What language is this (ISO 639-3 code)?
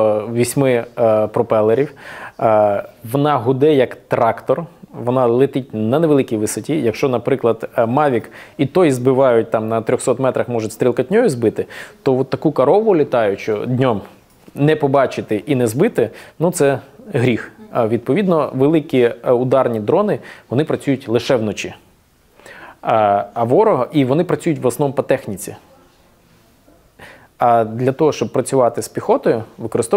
ukr